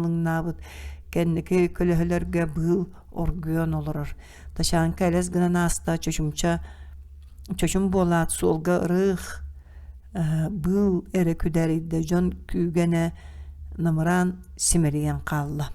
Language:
Yakut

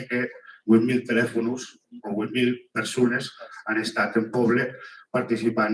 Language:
Occitan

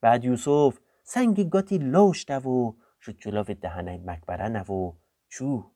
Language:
Gilaki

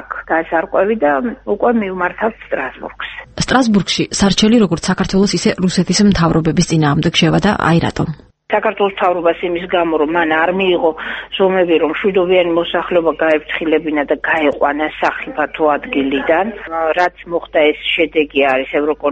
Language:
Georgian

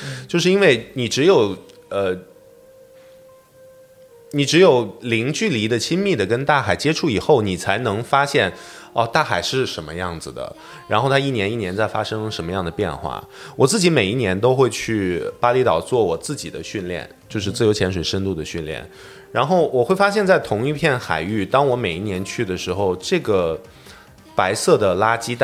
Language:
Chinese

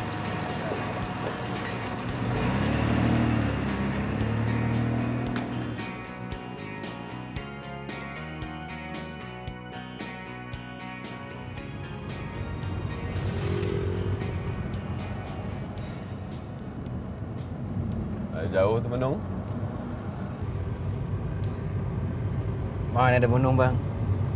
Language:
Malay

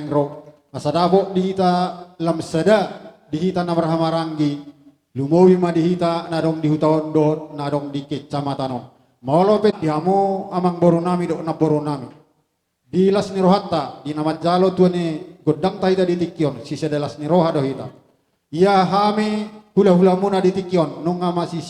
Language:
Batak Toba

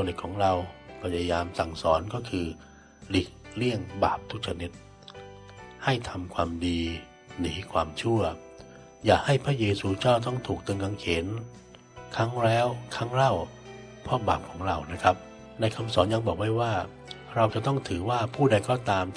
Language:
Thai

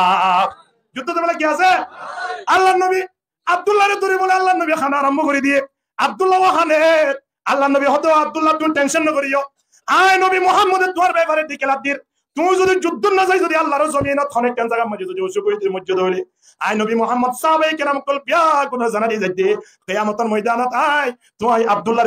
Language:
Rohingya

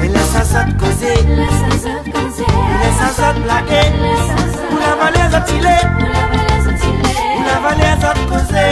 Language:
Réunion Creole French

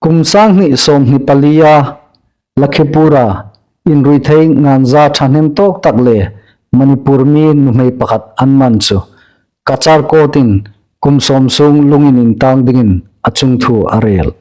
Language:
Hmar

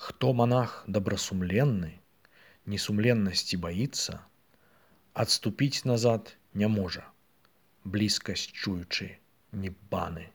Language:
Belarusian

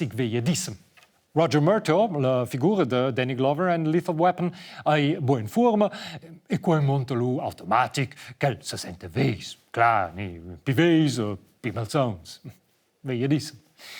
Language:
Romansh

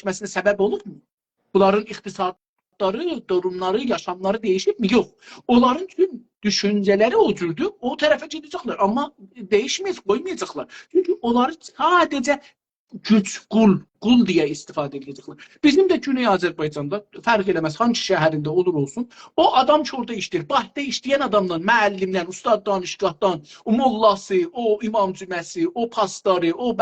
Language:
South Azerbaijani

